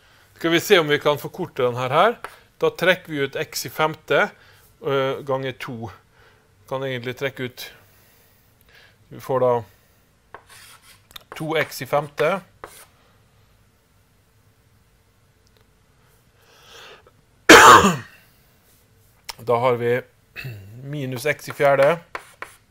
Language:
Norwegian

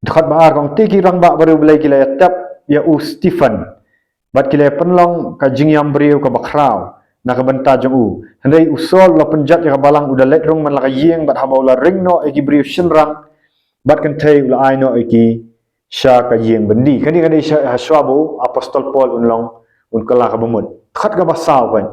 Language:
Khasi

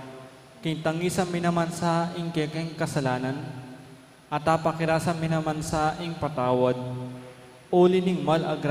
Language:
Pampanga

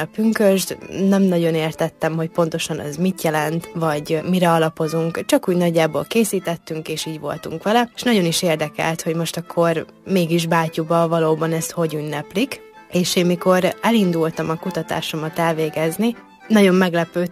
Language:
Hungarian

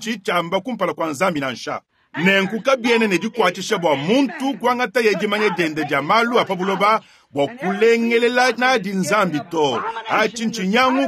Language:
Luba-Lulua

